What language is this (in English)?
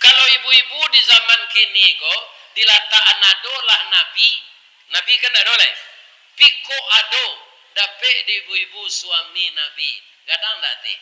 Minangkabau